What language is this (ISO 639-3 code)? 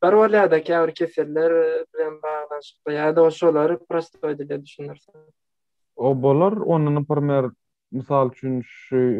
tuk